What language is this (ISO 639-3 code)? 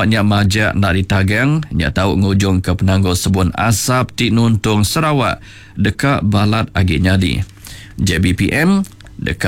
iba